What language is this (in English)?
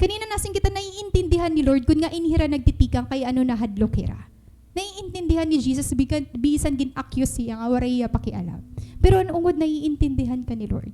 Waray